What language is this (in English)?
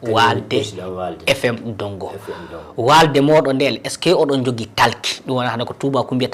Fula